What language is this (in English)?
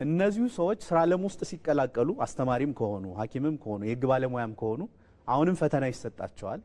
Amharic